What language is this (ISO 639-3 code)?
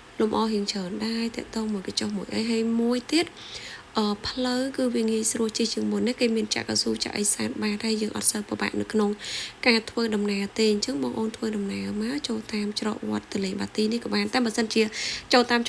khm